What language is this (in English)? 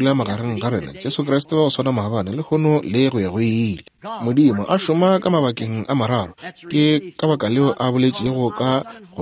Northern Sotho